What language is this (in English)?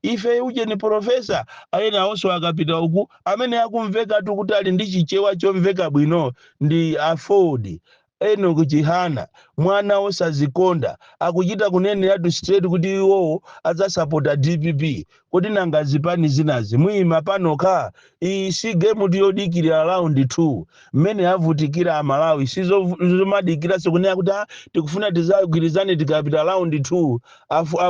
Nyanja